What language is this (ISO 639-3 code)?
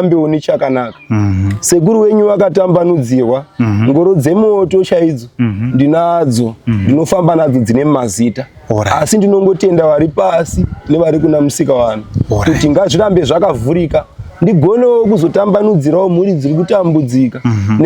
sna